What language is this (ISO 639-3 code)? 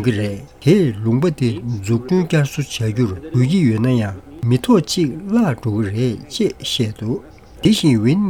bod